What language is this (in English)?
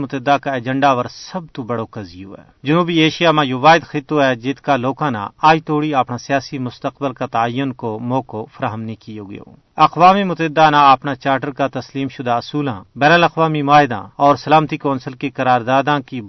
Gujari